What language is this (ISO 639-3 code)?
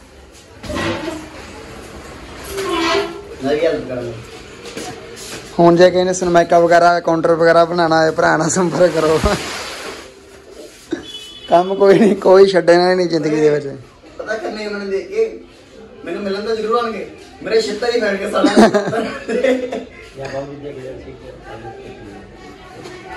pan